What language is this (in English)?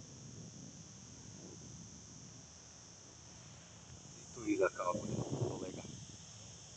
Croatian